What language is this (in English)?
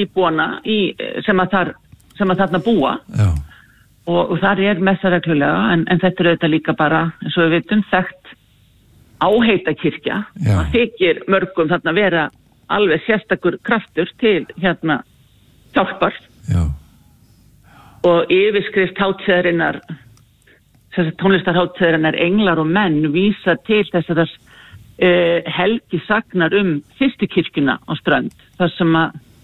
Icelandic